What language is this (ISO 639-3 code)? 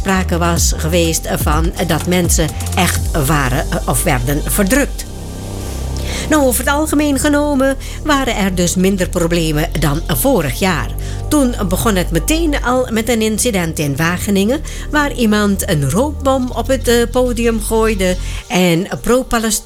nld